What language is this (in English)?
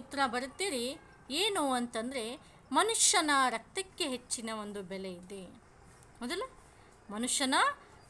Kannada